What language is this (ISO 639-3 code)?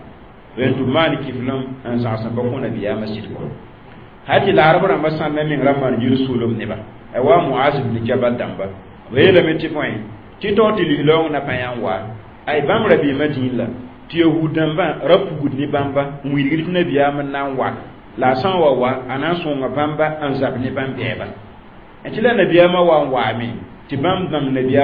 mos